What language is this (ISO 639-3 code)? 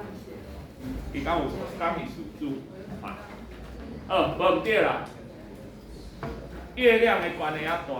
nan